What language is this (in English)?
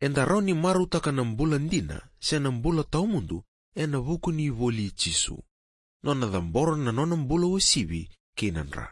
Fijian